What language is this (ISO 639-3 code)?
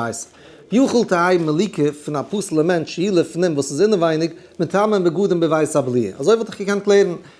yid